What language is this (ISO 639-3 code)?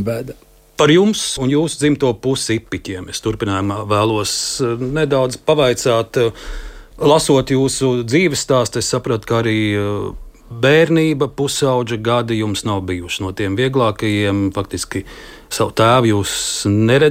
lav